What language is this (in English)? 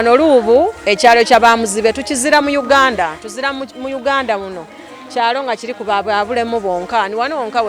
Soga